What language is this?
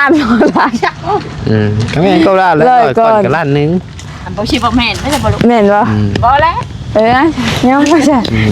Northeastern Thai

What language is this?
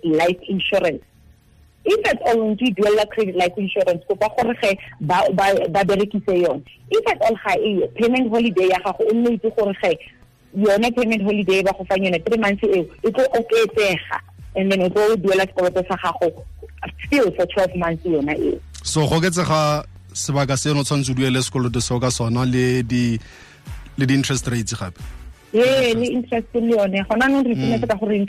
Tswana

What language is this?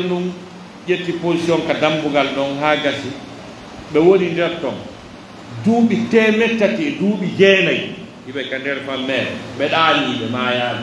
Pular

